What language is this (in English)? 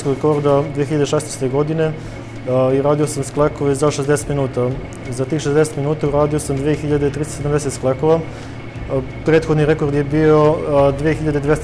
Serbian